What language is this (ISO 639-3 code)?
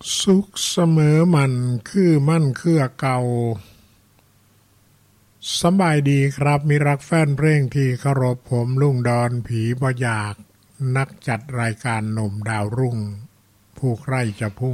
tha